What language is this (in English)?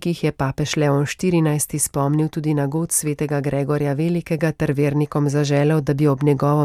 Slovenian